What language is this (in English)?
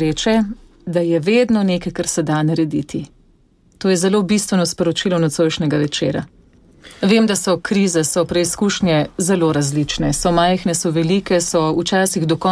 Slovenian